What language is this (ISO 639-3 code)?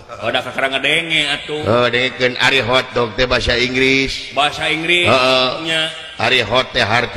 sun